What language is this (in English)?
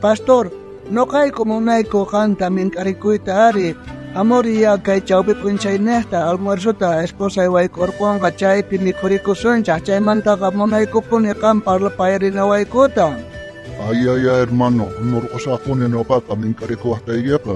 South Bolivian Quechua